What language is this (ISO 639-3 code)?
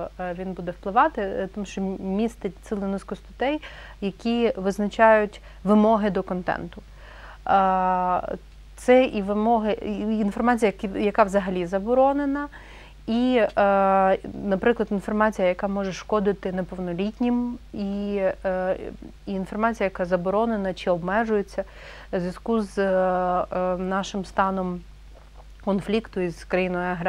ukr